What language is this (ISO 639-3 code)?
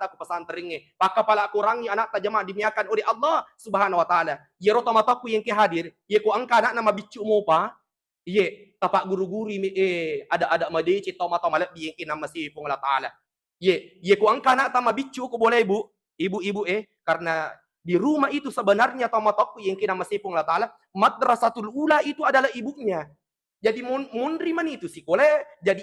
bug